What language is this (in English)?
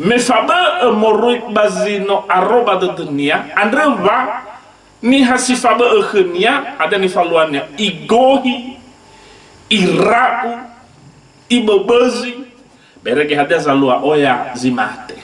Nias